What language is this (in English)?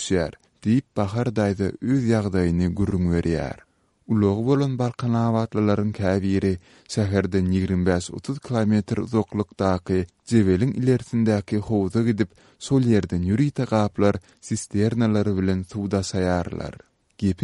Turkmen